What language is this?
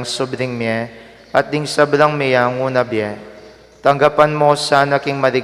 Pampanga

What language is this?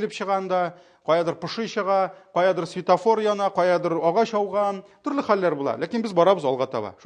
Tatar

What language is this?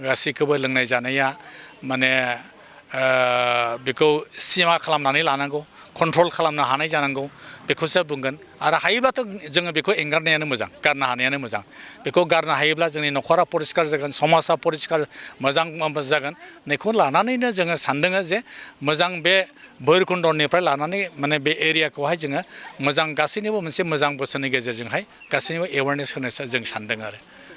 Bodo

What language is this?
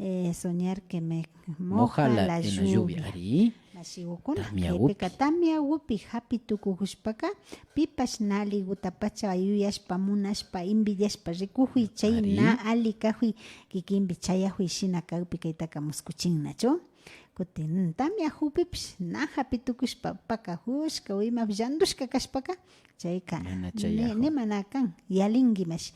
Imbabura Highland Quichua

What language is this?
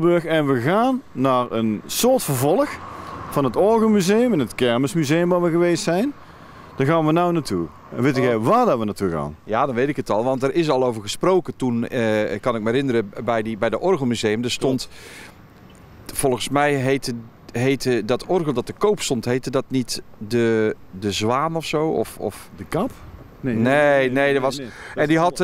Dutch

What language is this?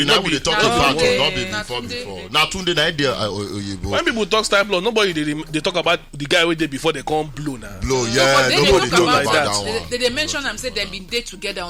Nigerian Pidgin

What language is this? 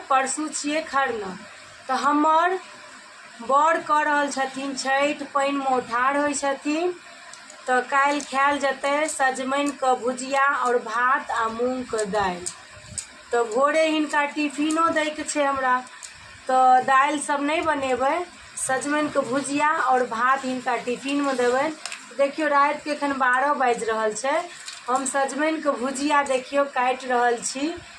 Maithili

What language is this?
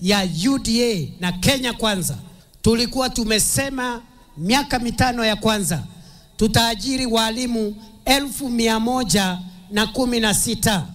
Meru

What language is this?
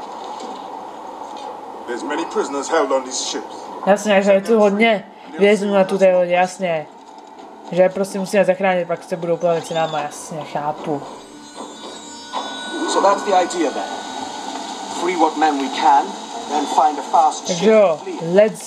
Czech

